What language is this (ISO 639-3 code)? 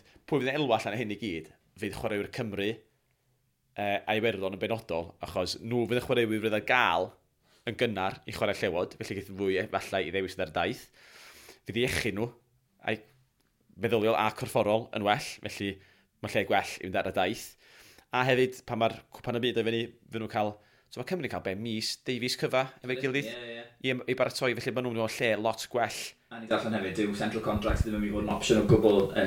cym